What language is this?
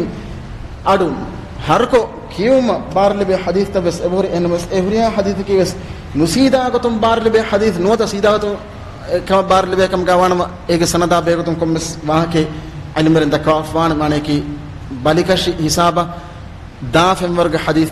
Divehi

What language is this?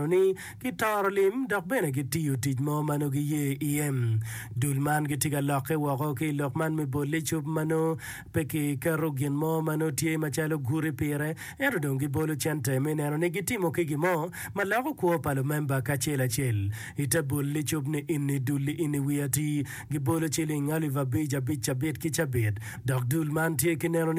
Acoli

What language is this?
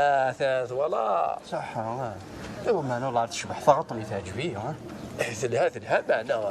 Kabyle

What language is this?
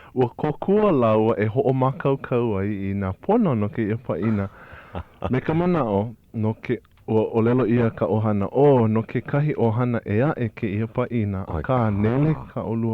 Hawaiian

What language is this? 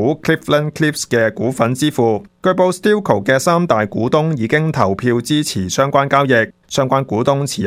Cantonese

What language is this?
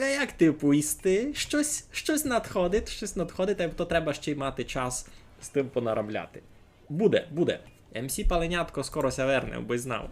Rusyn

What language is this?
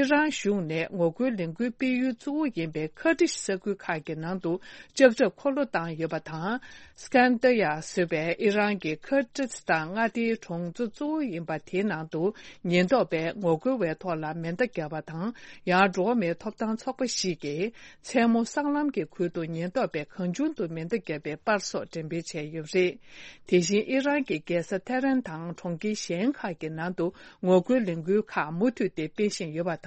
Tibetan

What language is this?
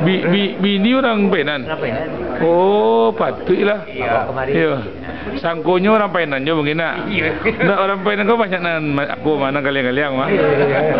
Minangkabau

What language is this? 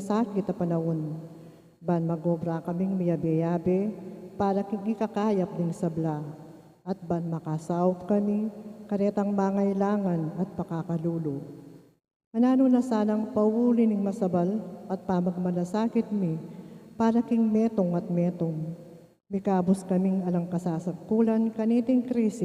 Pampanga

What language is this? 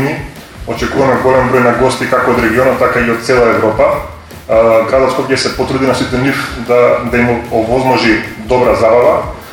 Macedonian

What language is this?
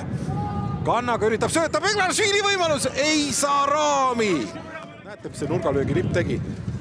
Estonian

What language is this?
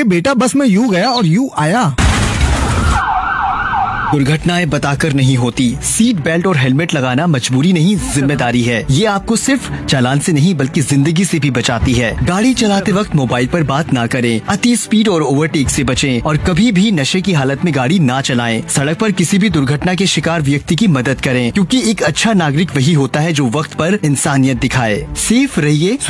Hindi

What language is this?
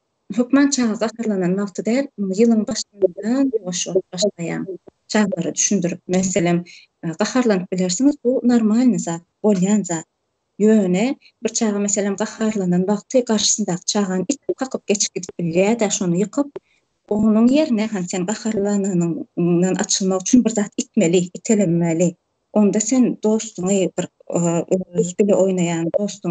Turkmen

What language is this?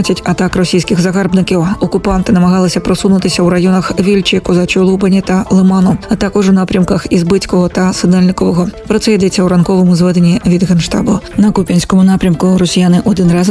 Ukrainian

